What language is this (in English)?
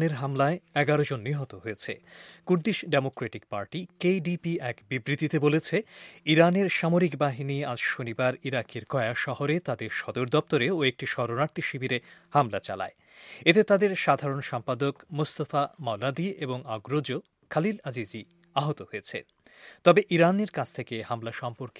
Bangla